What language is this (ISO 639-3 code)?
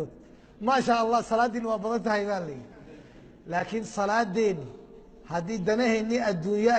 som